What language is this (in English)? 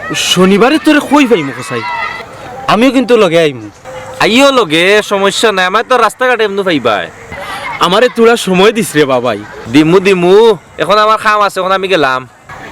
Sylheti